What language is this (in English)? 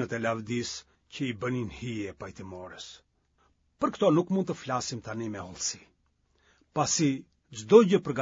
Albanian